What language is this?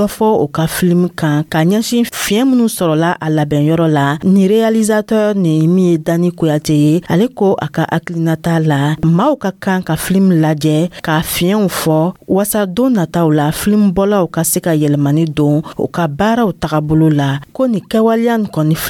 Dyula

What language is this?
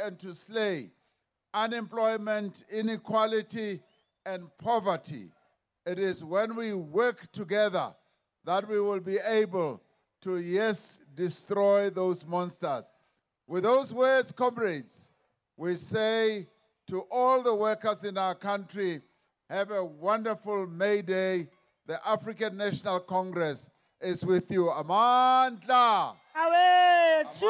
English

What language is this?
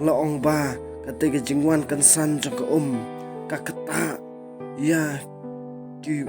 Khasi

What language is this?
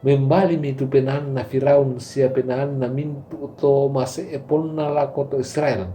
Toraja-Sa'dan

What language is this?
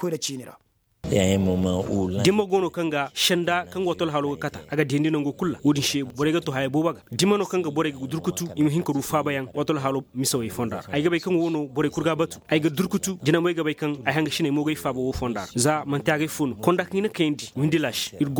Koyraboro Senni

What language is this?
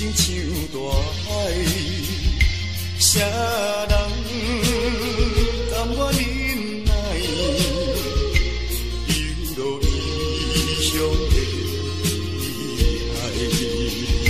Min Nan Chinese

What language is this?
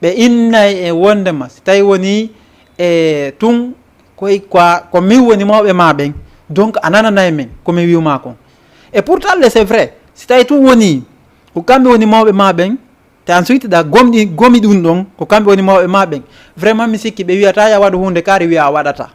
Fula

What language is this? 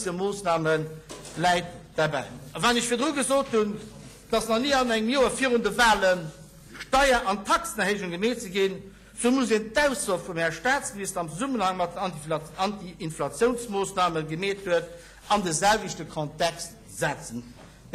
Luxembourgish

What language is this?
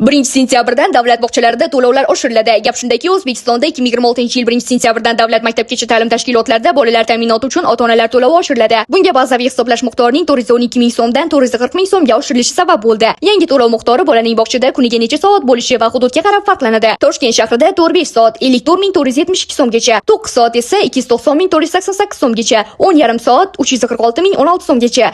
Uzbek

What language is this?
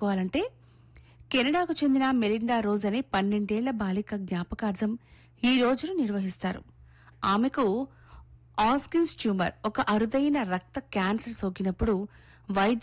Telugu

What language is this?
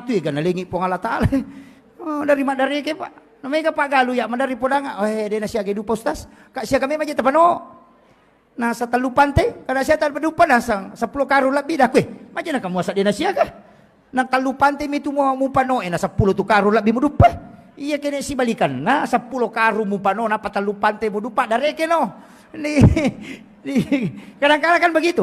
Buginese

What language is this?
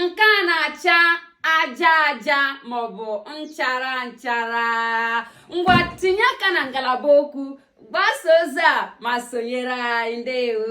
Igbo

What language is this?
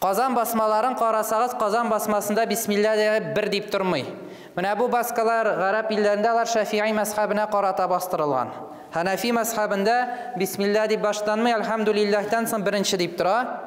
Tatar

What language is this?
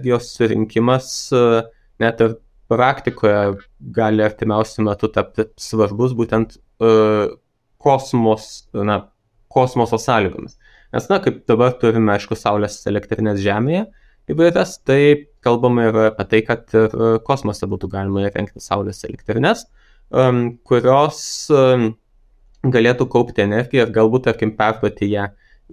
Lithuanian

